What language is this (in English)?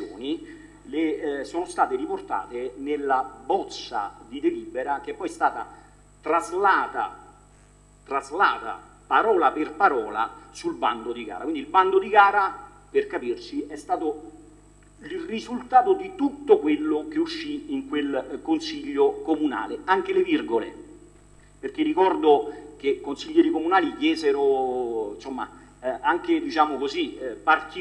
Italian